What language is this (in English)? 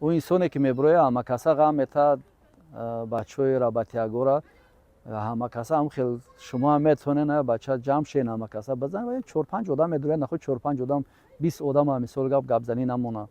Tajik